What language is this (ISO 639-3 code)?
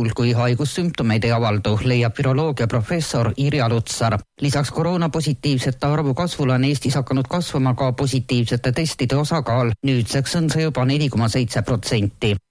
est